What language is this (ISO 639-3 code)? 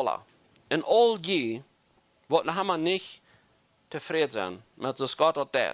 pdt